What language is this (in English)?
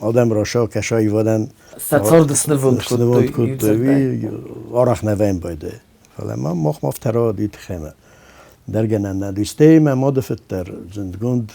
Ossetic